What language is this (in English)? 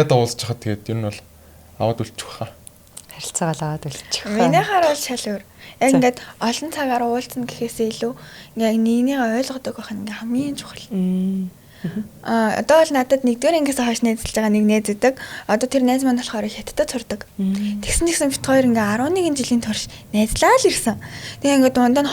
Mongolian